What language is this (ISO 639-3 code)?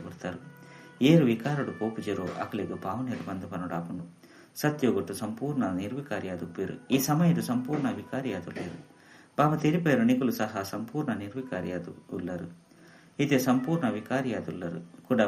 tcy